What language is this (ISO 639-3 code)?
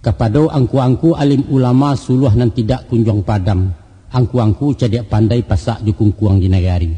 min